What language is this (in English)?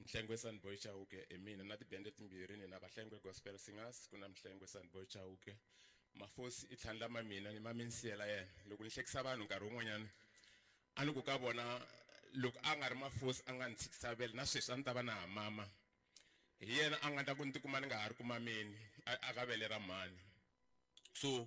Tsonga